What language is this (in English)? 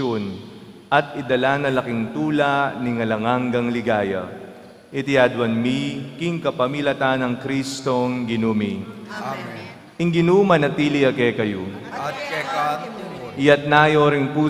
Pampanga